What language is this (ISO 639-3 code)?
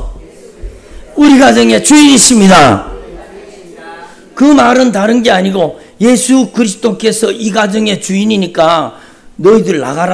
kor